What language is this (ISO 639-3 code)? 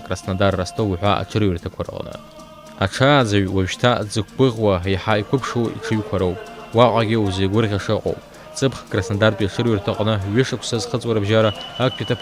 abk